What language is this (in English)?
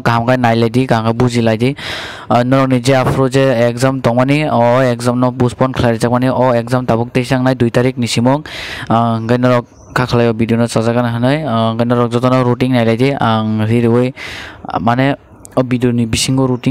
Kok Borok